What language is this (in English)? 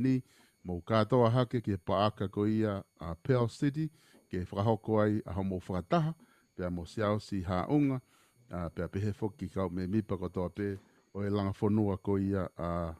Tongan